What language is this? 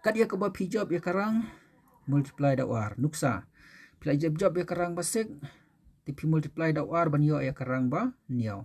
Khasi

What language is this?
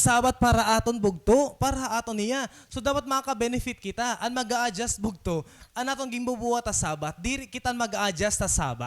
Waray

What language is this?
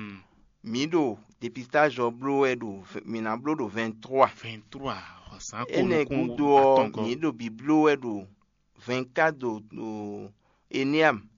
Fon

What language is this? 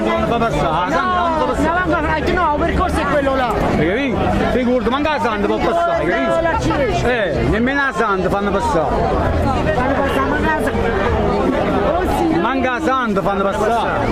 Neapolitan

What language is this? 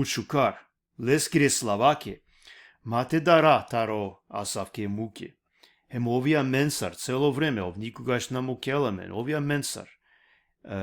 Balkan Romani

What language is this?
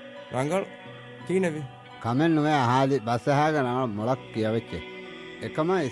Divehi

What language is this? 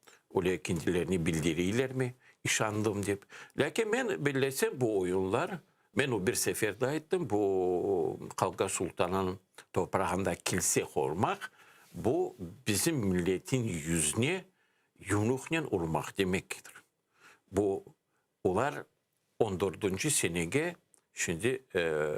Crimean Tatar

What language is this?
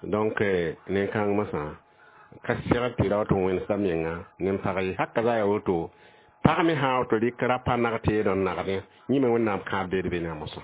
Mossi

